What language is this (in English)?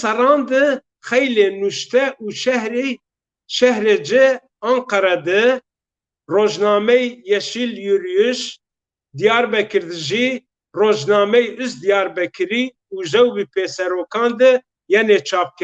Zaza